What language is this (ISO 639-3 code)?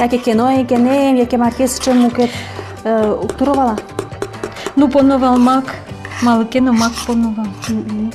udm